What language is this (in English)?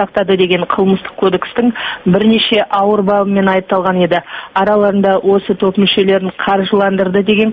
Kazakh